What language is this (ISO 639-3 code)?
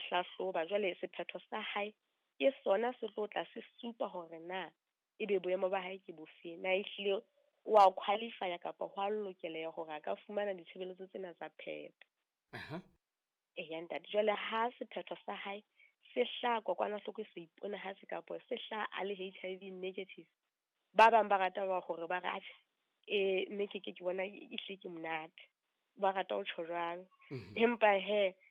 sot